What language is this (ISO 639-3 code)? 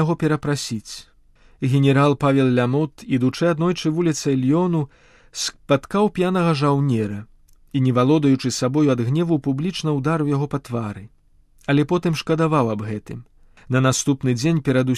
bel